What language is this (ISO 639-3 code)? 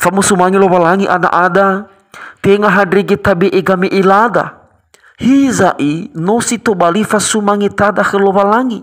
nia